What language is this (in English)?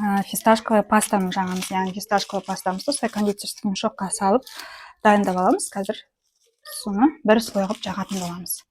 Kazakh